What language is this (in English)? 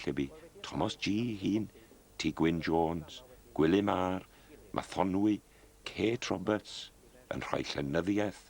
Welsh